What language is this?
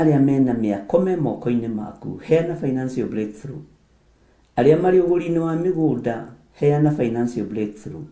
Kikuyu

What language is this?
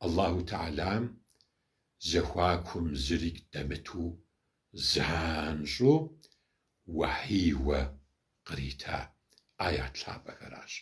Kabardian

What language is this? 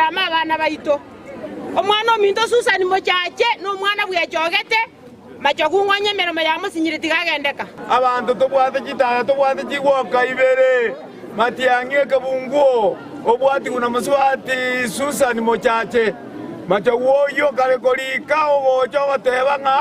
Gusii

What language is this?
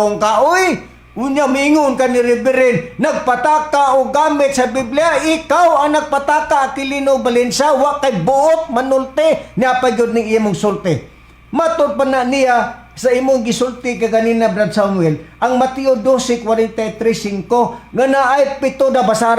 Cebuano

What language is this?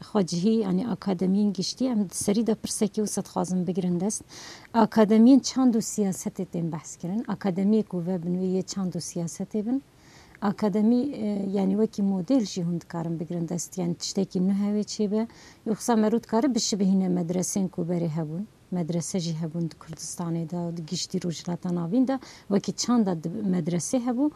Kurdish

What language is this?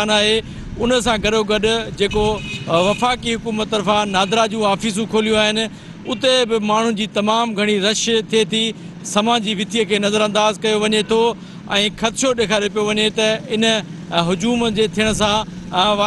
Sindhi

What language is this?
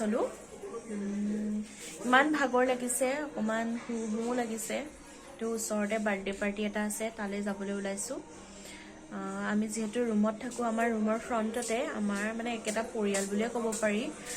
Assamese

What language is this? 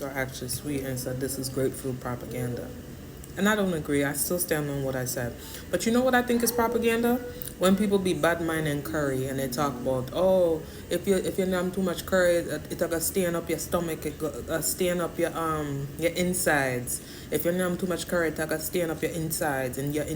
Jamaican Creole English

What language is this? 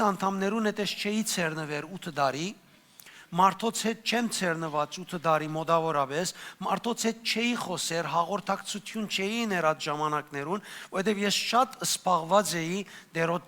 Western Armenian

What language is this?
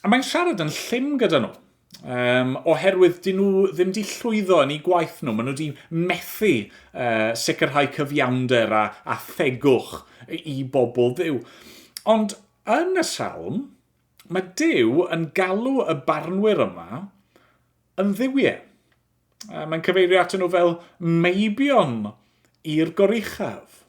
Welsh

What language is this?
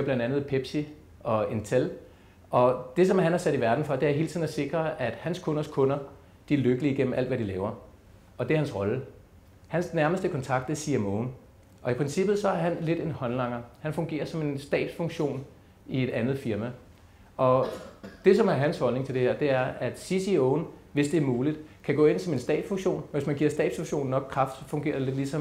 Danish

